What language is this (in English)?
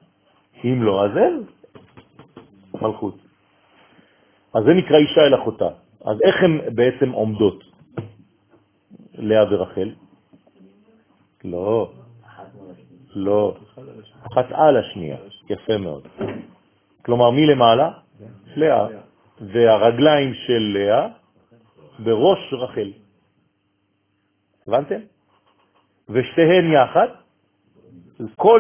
Hebrew